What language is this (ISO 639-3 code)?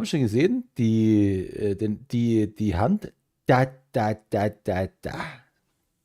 bar